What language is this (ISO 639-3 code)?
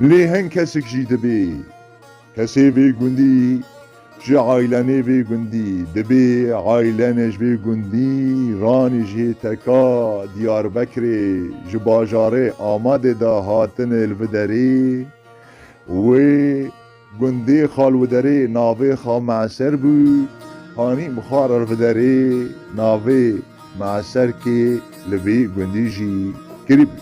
kur